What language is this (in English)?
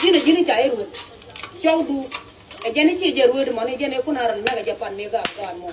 Nuer